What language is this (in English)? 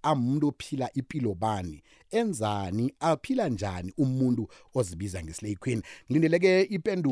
South Ndebele